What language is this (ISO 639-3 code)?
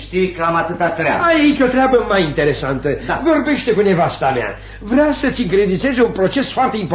ron